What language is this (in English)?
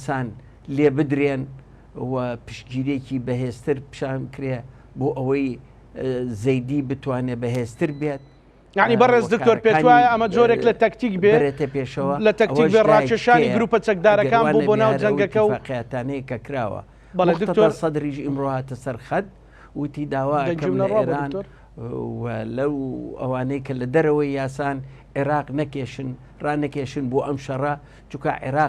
Central Kurdish